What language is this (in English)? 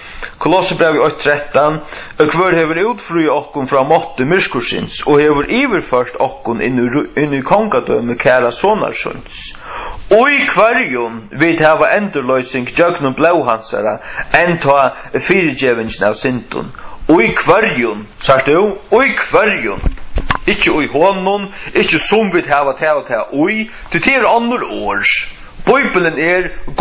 Faroese